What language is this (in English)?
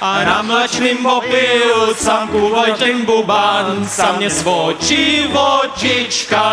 Upper Sorbian